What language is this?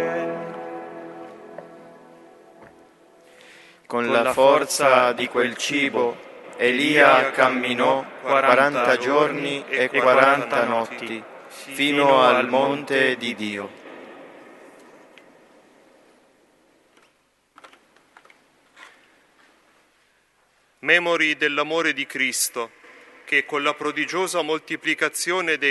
Italian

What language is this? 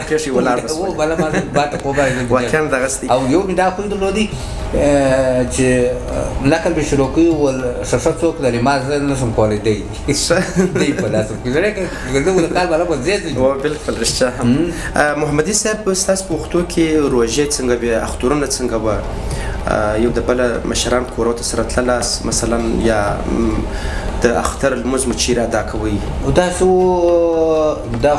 Pashto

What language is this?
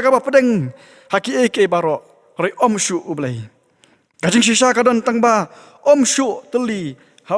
Khasi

